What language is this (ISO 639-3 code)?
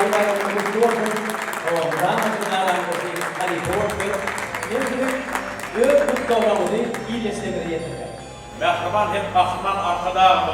tuk